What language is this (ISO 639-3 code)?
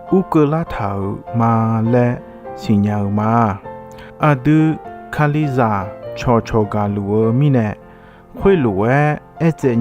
ahk